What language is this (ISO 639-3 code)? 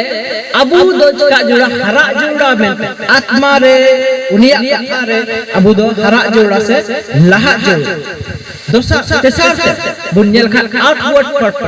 sat